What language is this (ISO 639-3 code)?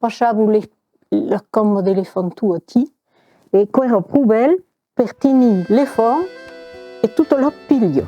oci